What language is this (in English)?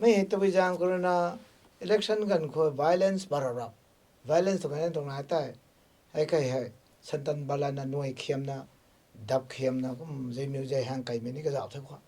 Rongmei Naga